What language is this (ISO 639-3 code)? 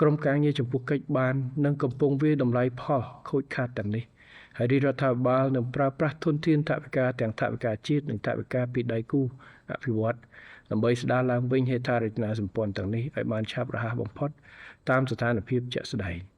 khm